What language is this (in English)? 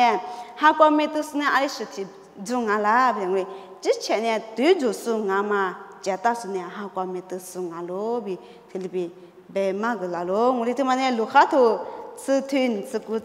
Lisu